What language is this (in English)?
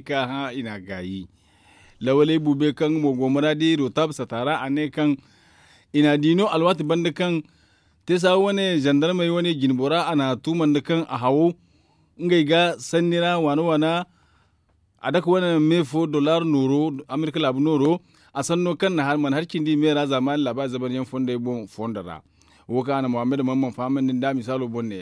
Zarma